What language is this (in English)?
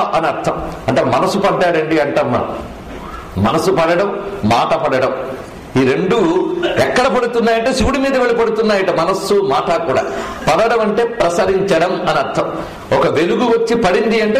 Telugu